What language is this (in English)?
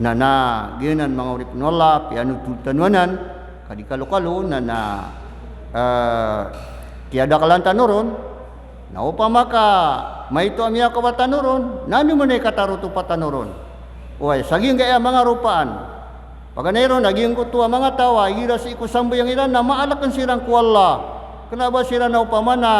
Maranao